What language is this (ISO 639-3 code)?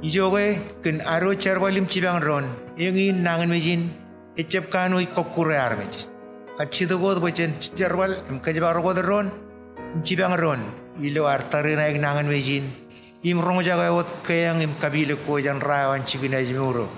mah